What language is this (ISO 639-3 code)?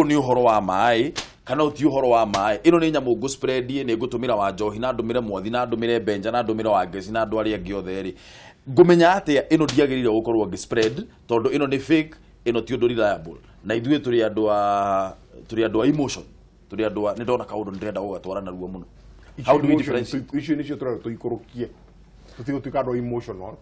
kik